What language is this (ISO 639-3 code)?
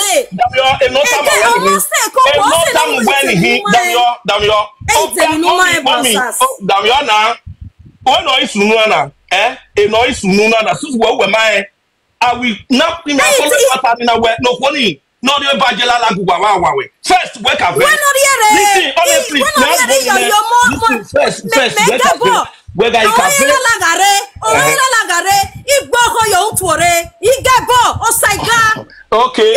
pcm